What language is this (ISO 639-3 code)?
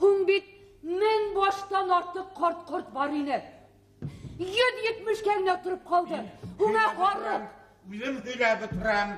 bak